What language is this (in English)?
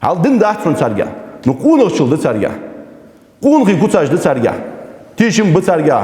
Ingush